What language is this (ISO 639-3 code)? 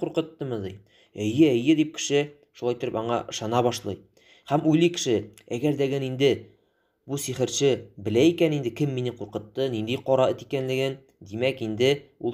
tat